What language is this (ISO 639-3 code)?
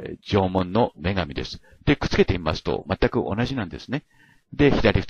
jpn